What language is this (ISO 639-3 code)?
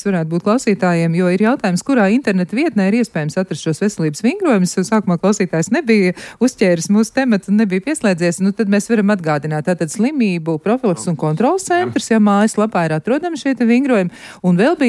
lav